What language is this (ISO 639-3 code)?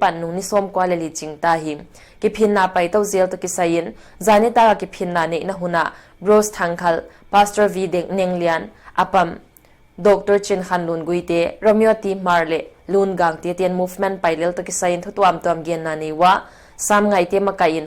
pck